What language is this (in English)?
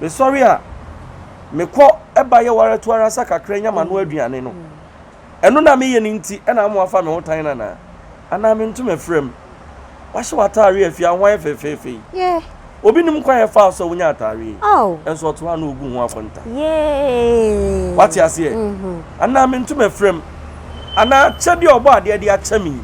Akan